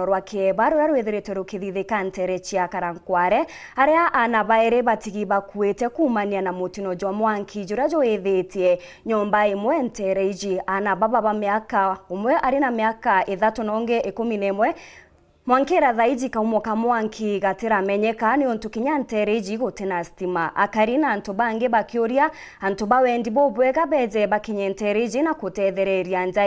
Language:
Meru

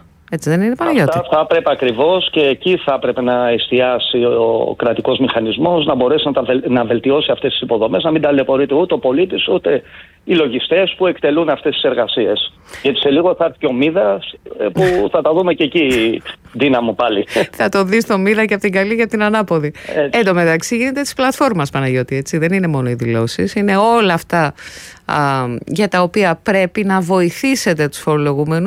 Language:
Greek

